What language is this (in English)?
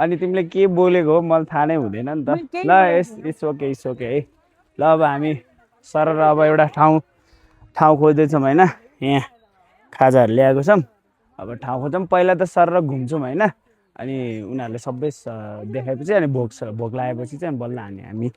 Nepali